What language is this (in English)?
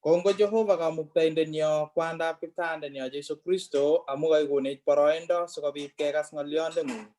Kalenjin